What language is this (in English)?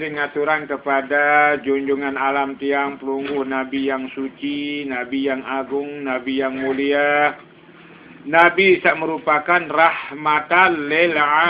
Sasak